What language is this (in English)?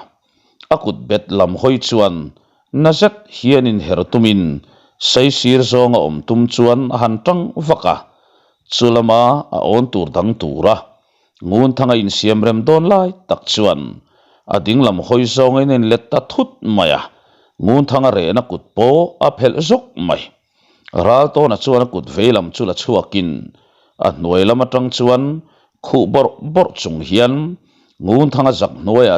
Mizo